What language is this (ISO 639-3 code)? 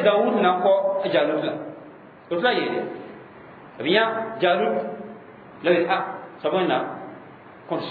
mos